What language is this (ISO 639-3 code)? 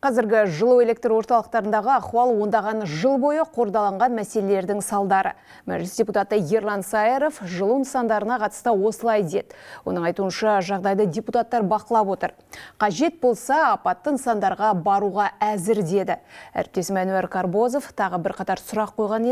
kaz